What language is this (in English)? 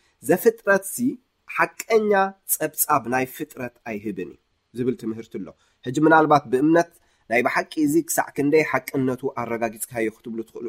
Tigrinya